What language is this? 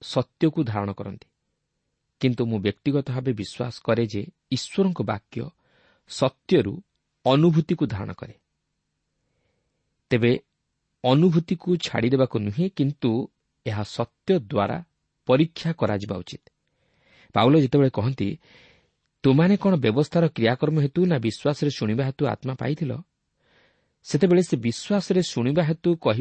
Odia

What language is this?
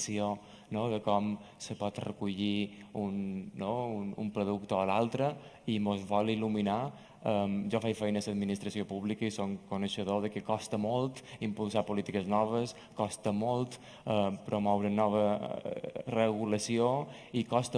Catalan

